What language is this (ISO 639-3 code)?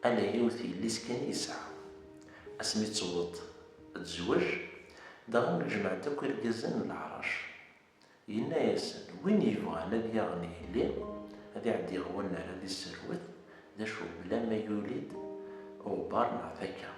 kab